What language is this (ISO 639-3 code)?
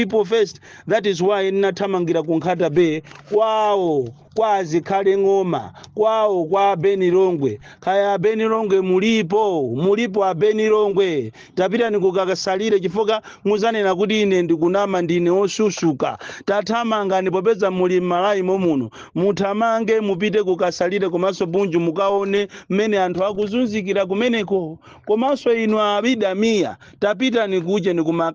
nya